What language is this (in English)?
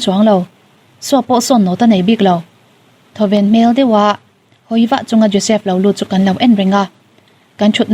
Mizo